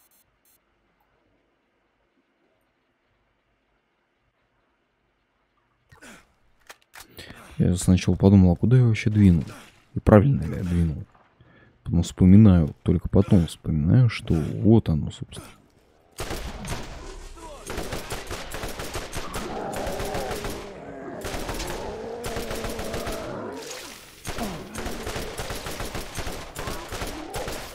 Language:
Russian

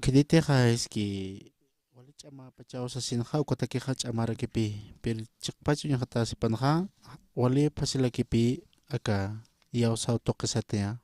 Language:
Aymara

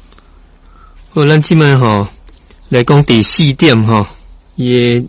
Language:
Min Nan Chinese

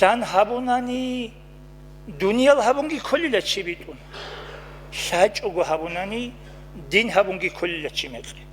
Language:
Avaric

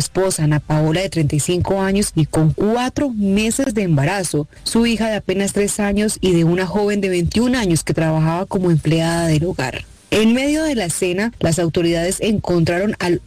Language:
Spanish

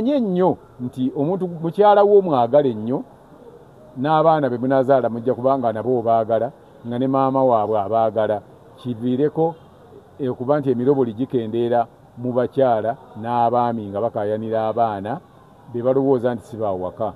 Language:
Ganda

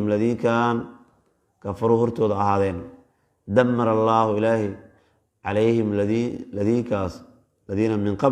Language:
Somali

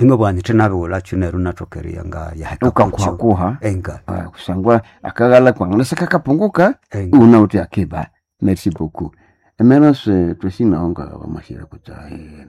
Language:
Nande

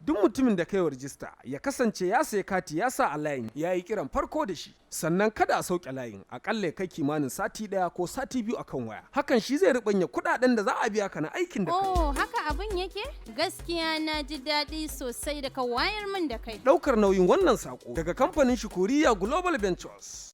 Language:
Hausa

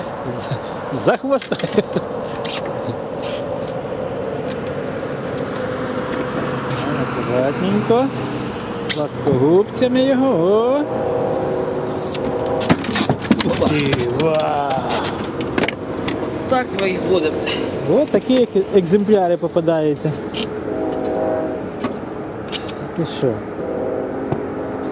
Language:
Ukrainian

